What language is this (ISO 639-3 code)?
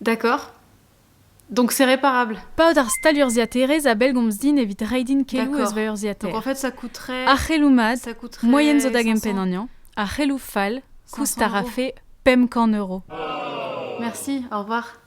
bre